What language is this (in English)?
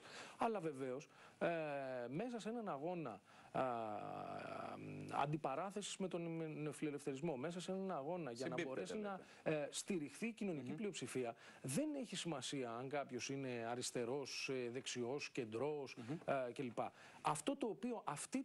Greek